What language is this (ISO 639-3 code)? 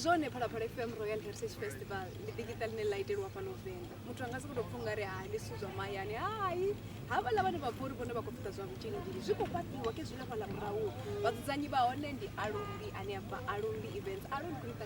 ven